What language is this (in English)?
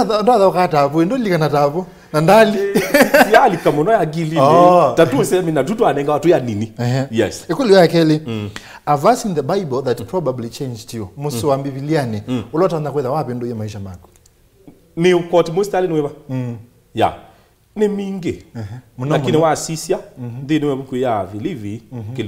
Kamba